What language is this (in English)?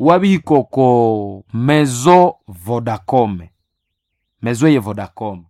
Nande